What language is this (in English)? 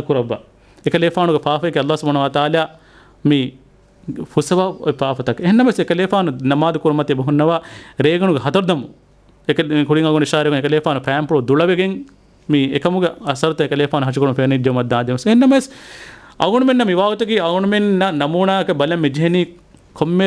Divehi